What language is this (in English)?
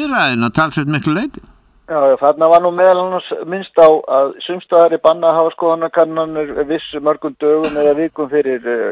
Icelandic